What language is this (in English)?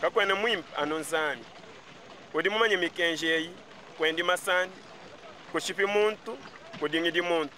Luba-Lulua